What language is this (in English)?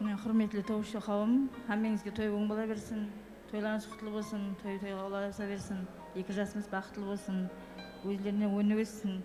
Kara-Kalpak